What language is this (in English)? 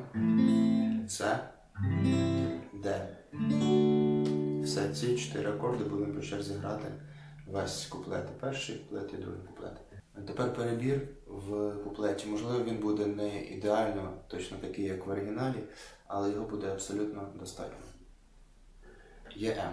Ukrainian